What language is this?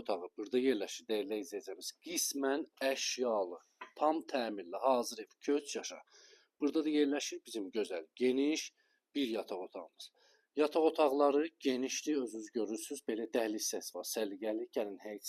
Azerbaijani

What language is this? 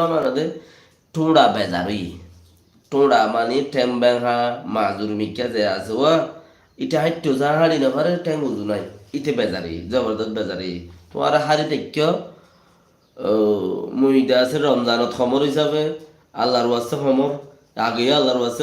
Rohingya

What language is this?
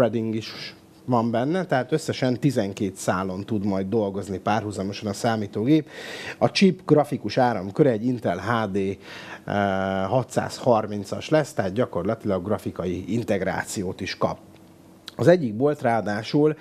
Hungarian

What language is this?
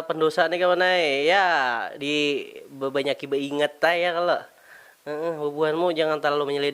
Banjar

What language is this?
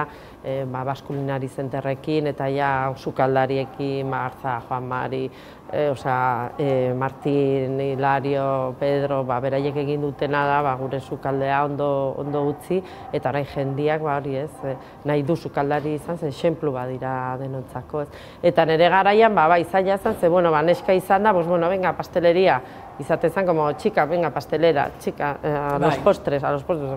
Basque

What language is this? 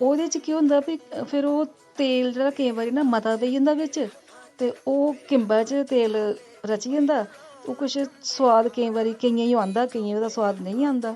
Dogri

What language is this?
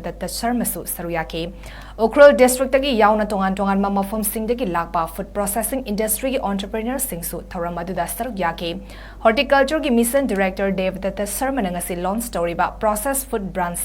Manipuri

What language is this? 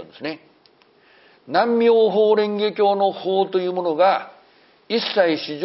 Japanese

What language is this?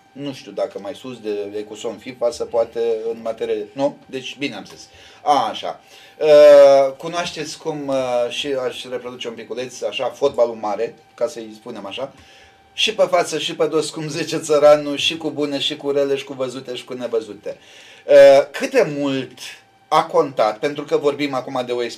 Romanian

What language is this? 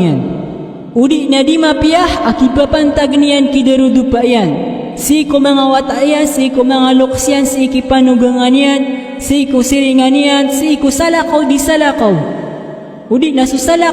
Maranao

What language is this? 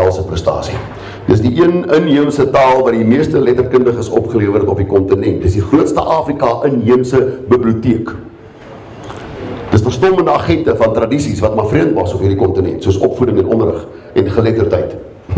Afrikaans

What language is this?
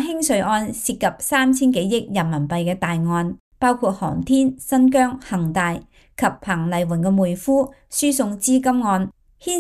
Cantonese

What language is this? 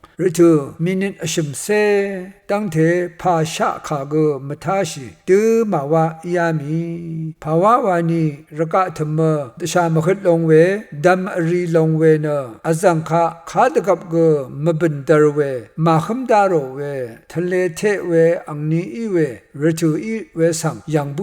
Rawang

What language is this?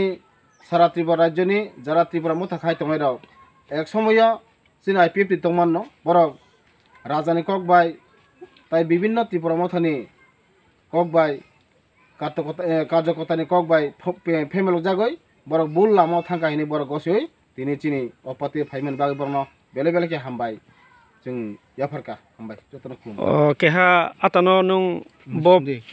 Kok Borok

